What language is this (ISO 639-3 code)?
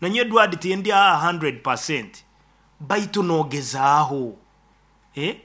nyo